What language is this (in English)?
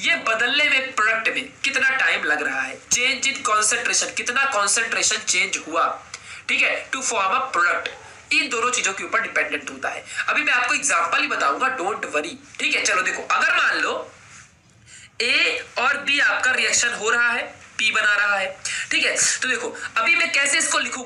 Hindi